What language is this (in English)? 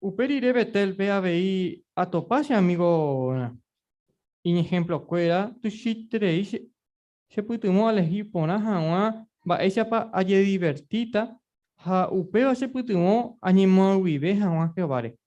Guarani